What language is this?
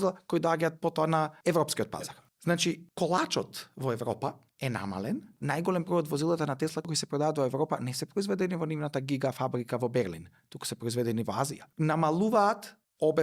Macedonian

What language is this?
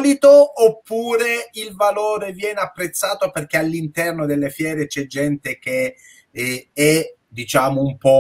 Italian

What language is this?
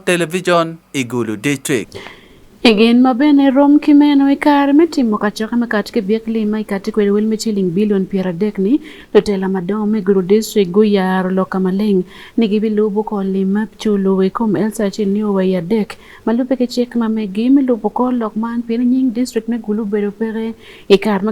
Acoli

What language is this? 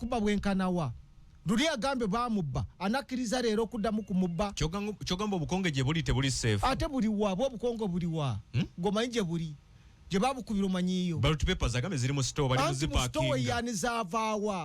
Ganda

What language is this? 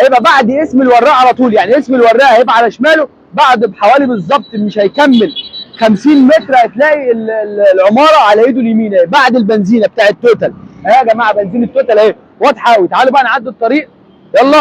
Egyptian Arabic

